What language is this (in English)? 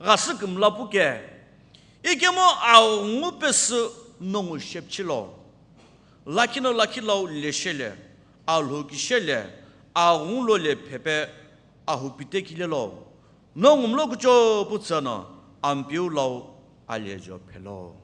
Sumi Naga